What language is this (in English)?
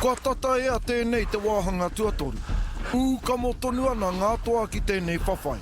Māori